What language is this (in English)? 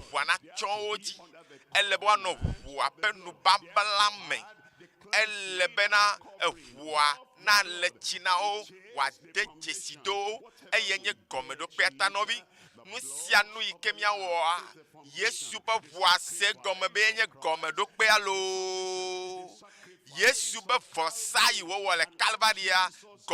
Ewe